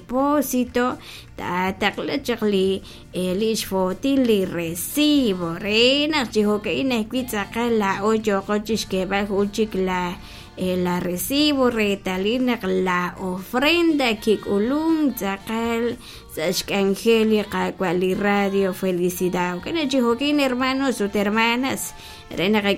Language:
Kekchí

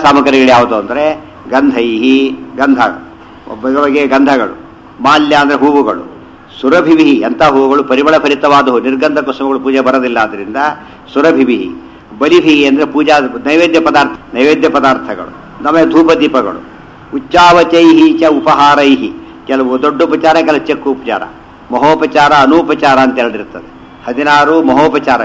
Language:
Kannada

